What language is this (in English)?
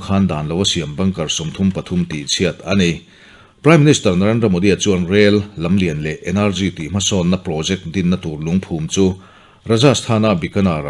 Mizo